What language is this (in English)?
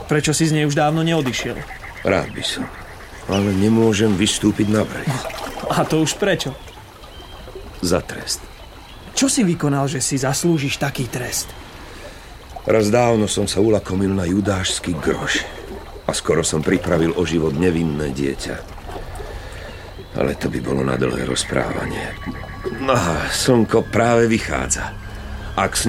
Slovak